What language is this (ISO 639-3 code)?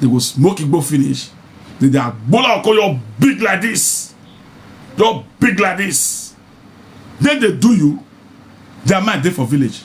pcm